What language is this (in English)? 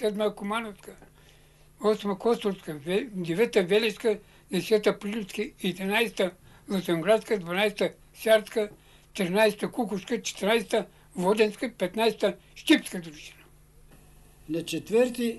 Bulgarian